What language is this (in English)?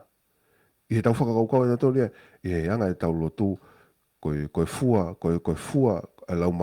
Tongan